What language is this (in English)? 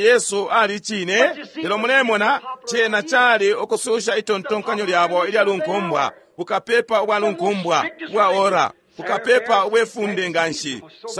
Bemba